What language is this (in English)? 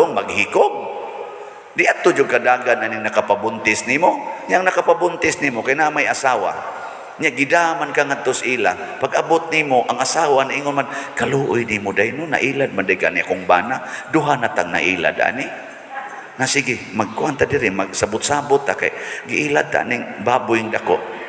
Cebuano